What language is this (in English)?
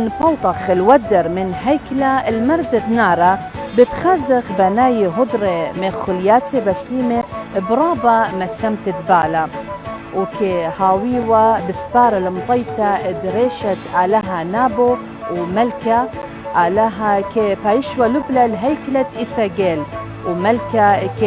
Assyrian Neo-Aramaic